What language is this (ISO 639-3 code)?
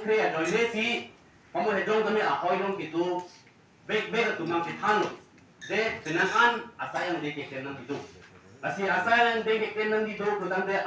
mjw